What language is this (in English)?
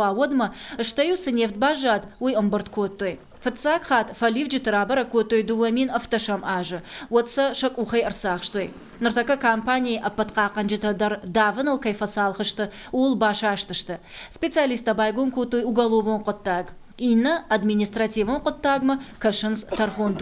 Ossetic